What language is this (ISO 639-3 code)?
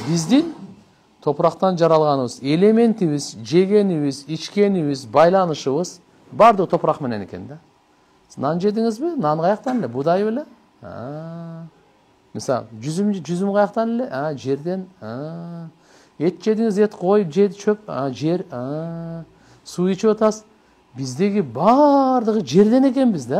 kir